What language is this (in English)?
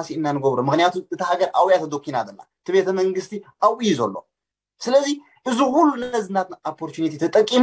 Tigrinya